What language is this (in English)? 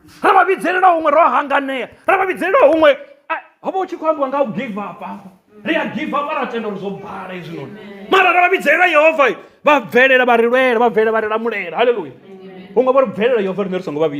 Venda